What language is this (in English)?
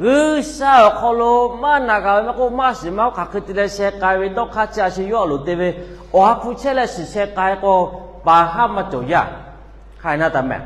Lahu